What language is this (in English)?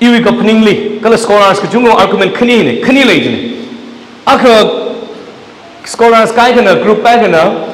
Tangkhul Naga (India)